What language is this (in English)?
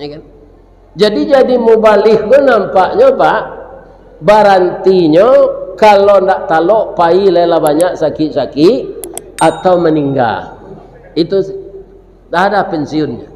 Minangkabau